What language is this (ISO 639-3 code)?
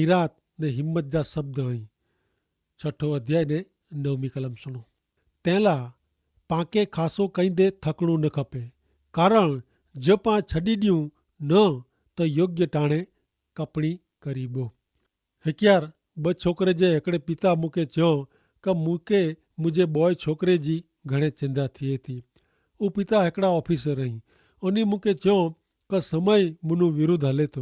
kfr